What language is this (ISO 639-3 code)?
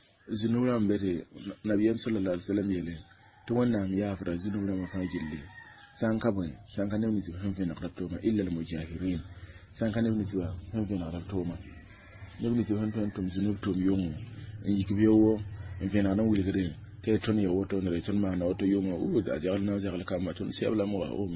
mos